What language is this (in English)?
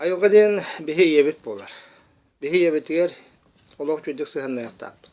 Yakut